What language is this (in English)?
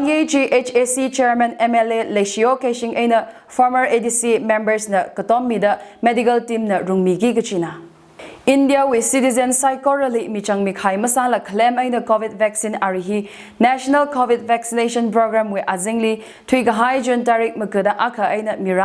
Tangkhul Naga (India)